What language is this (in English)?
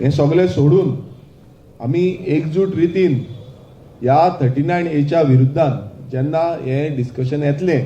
Konkani